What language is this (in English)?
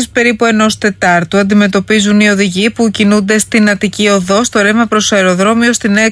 Greek